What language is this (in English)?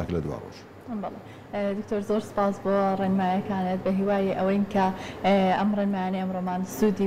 Central Kurdish